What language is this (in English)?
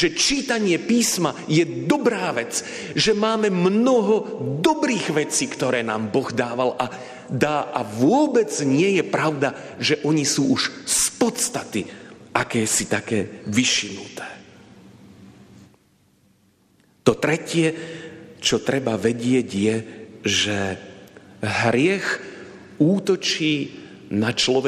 Slovak